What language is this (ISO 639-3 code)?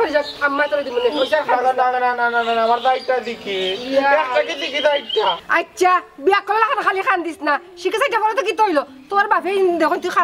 syl